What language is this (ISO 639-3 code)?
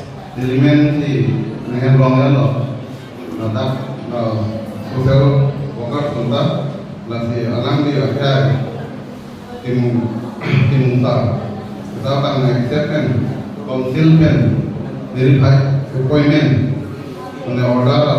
mjw